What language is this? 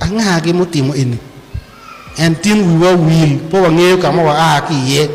Acoli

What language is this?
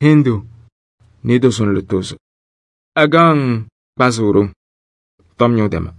Kabiyè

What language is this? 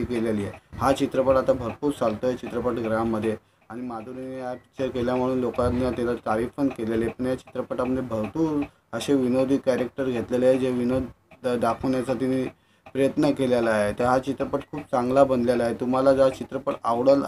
Marathi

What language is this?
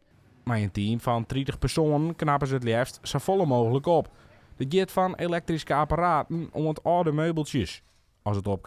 Western Frisian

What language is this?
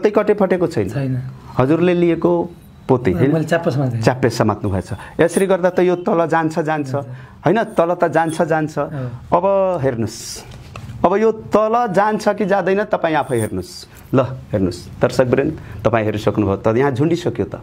Nepali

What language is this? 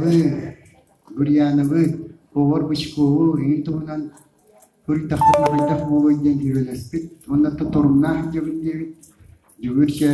Yakut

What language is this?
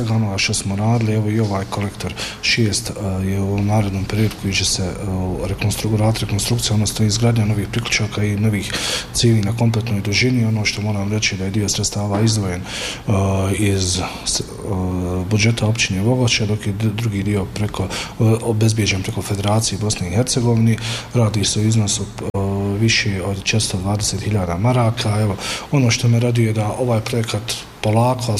Bosnian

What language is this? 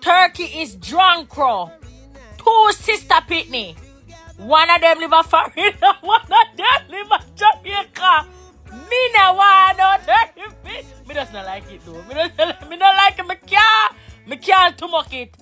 Jamaican Creole English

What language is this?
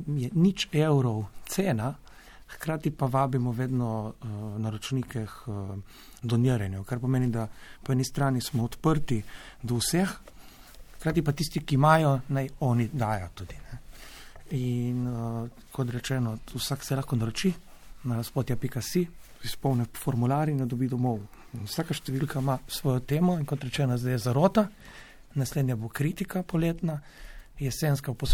Slovenian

